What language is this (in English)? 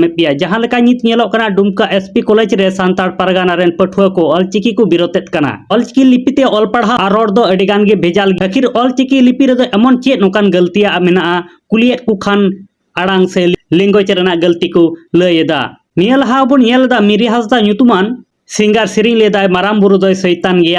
Santali